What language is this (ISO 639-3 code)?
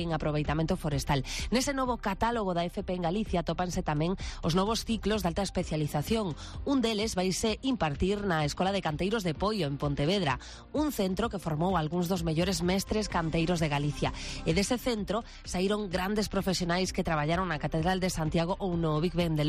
glg